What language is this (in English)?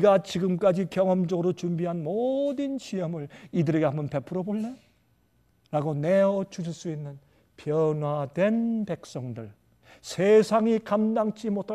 Korean